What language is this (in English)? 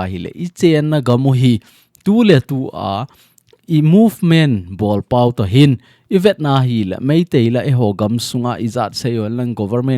Thado Chin